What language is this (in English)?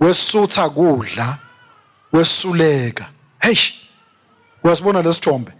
Swati